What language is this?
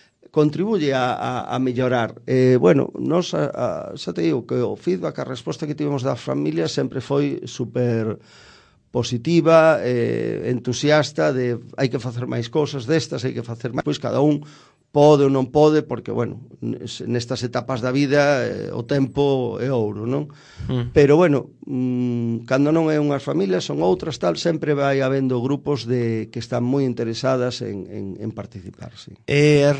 Galician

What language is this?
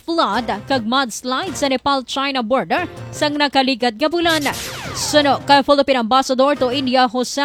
Hiligaynon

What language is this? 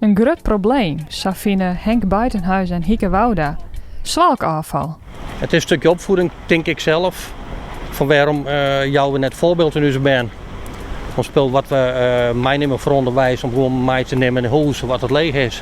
Western Frisian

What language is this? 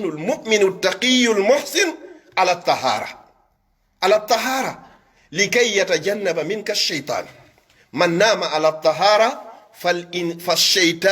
Pular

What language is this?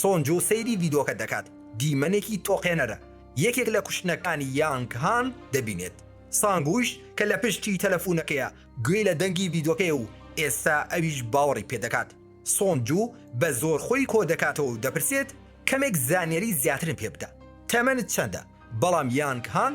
Central Kurdish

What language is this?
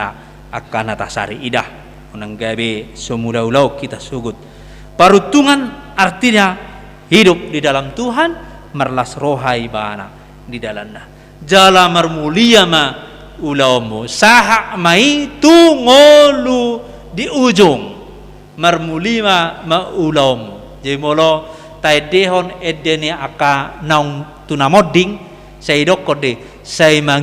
Batak Toba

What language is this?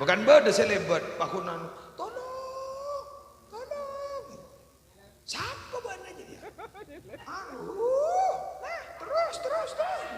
Madurese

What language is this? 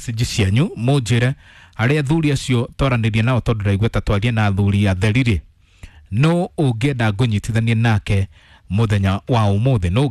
Kikuyu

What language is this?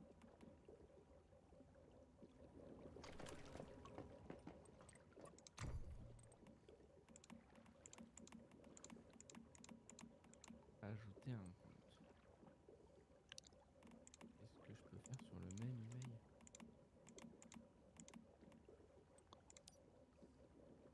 French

